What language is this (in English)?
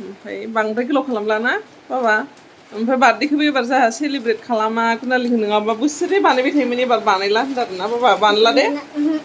Bodo